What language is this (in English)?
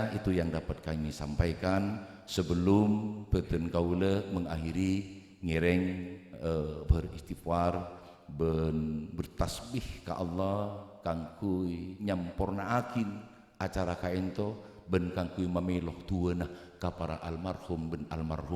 Madurese